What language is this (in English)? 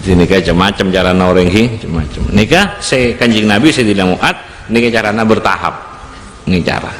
Madurese